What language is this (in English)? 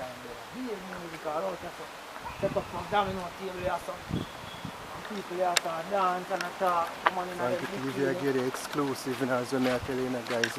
Jamaican Creole English